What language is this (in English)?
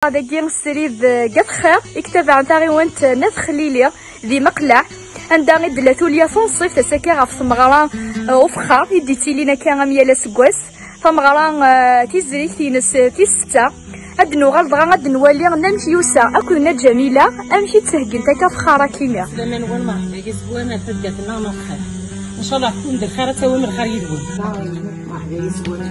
Kabyle